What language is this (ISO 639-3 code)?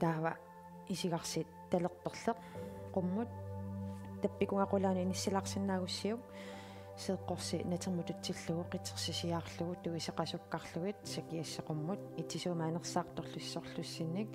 kal